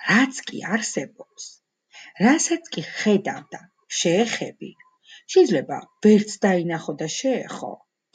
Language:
Georgian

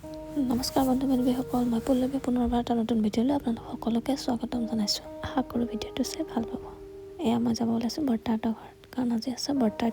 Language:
Assamese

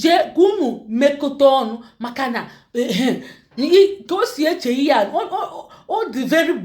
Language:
Igbo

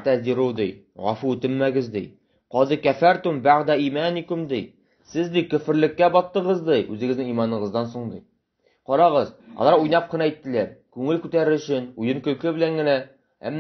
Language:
Tatar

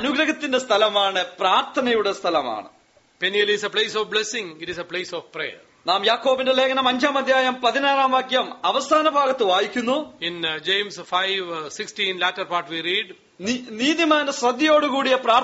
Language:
Malayalam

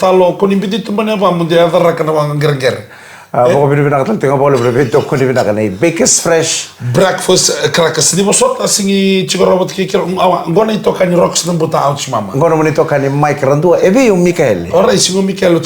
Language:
Fijian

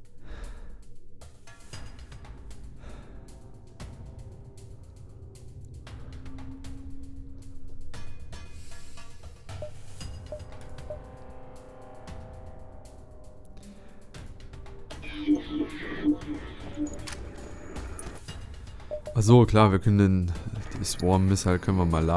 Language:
German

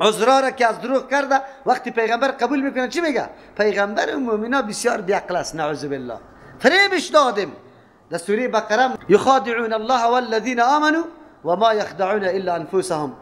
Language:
Persian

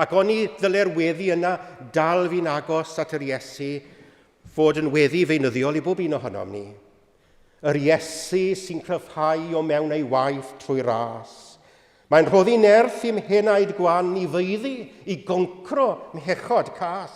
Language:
Welsh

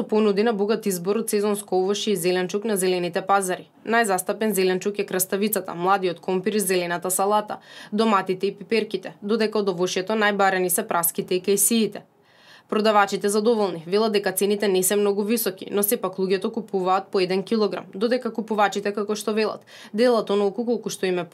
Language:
Macedonian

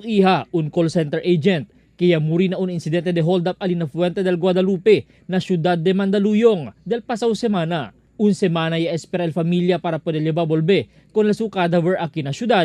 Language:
Chavacano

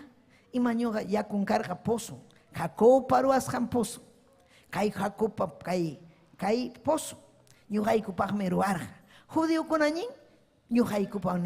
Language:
Ayacucho Quechua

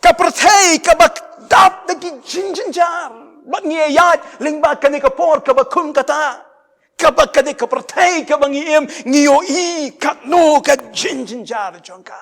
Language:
Khasi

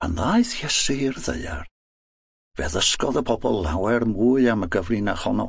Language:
Welsh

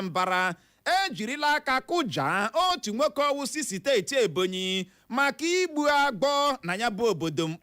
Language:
Igbo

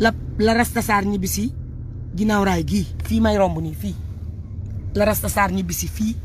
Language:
Wolof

